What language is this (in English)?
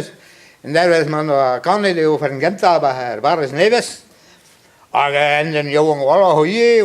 Breton